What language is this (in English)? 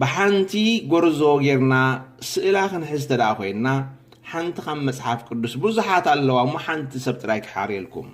Tigrinya